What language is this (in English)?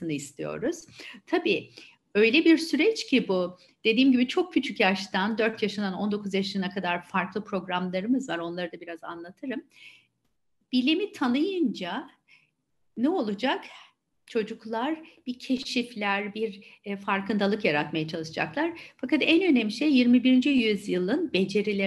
Turkish